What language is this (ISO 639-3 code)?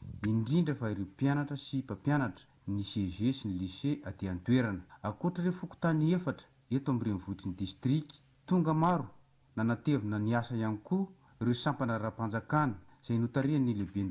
mlg